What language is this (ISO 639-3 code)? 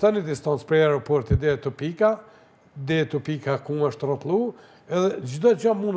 sqi